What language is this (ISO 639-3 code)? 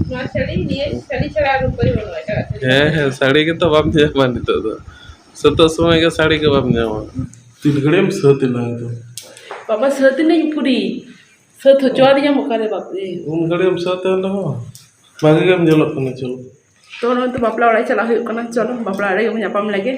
sat